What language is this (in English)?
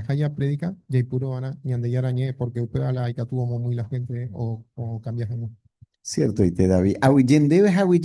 Guarani